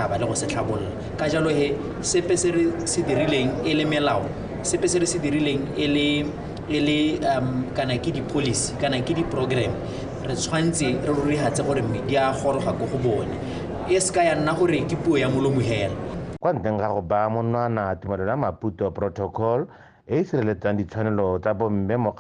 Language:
Tswana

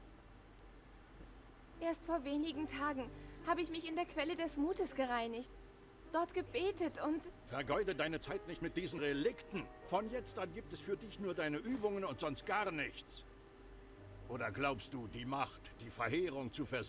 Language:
German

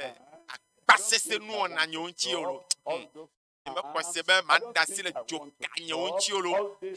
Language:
Ewe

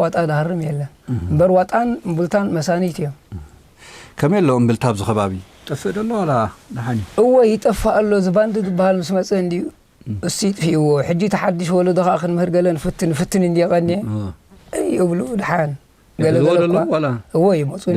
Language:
Tigrinya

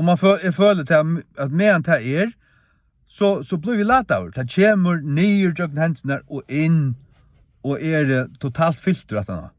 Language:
Faroese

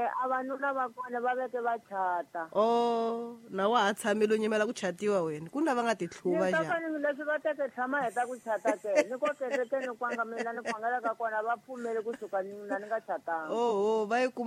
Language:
Tsonga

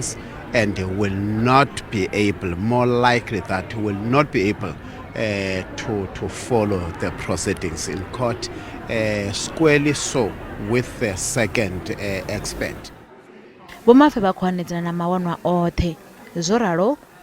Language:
Venda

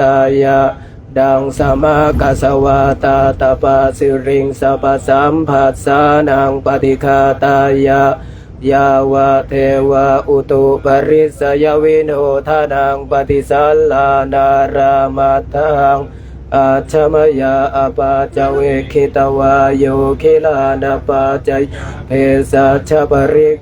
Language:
Pali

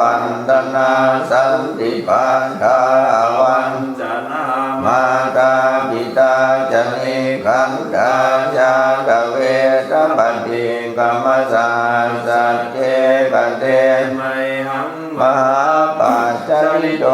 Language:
Pali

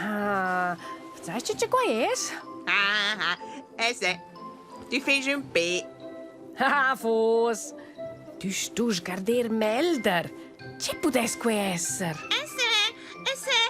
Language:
Romansh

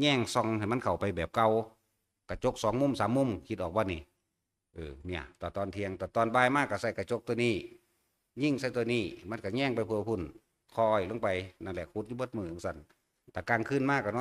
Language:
Northeastern Thai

